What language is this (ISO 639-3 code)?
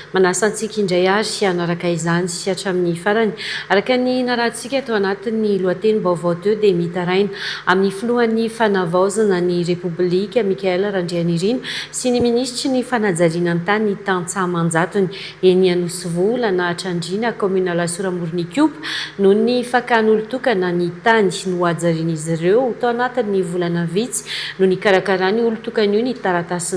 mlg